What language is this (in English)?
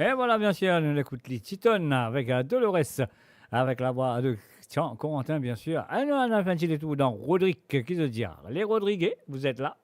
Morisyen